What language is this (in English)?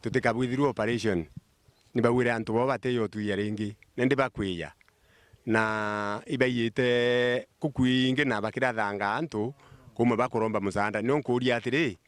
Meru